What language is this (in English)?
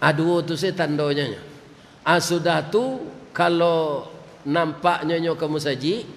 Minangkabau